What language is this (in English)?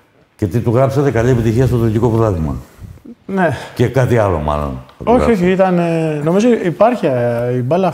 Greek